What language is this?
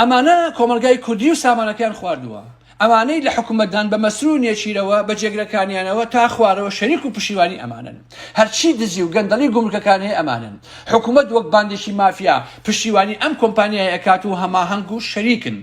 Central Kurdish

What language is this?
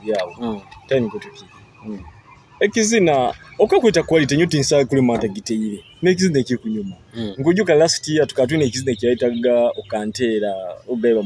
Nyoro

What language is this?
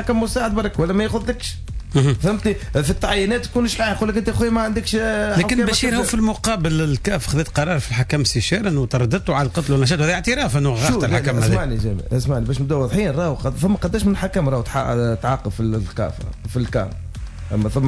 Tunisian Arabic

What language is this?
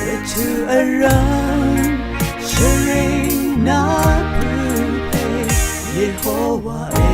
Rawang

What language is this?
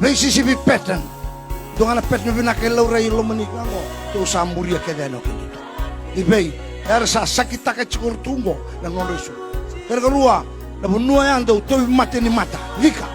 Fijian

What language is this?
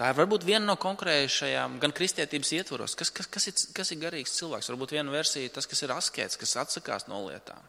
Latvian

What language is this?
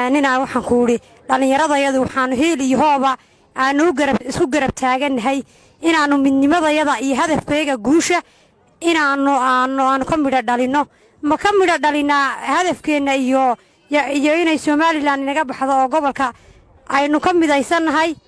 Somali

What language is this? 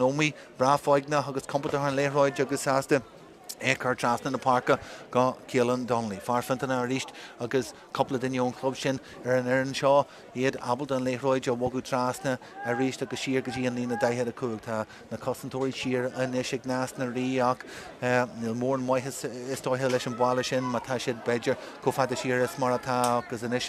Irish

